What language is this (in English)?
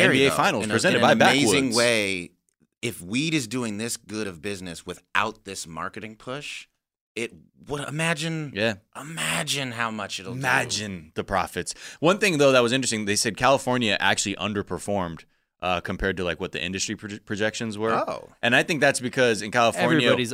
English